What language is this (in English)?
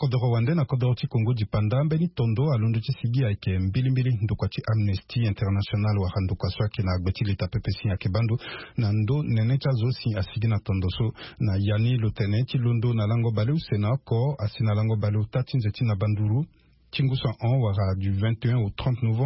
Sango